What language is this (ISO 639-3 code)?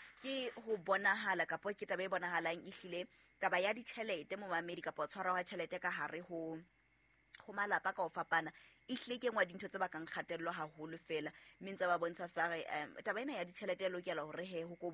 sot